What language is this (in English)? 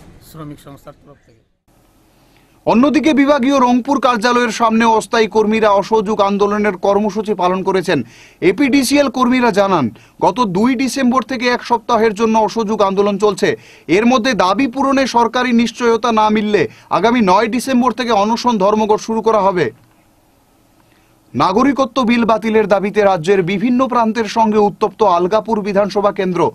Bangla